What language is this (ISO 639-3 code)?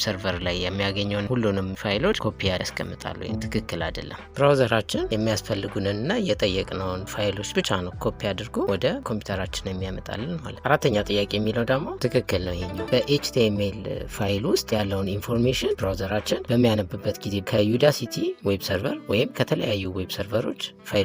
amh